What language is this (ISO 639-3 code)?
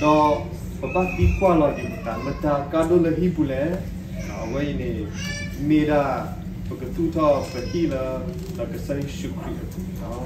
ksw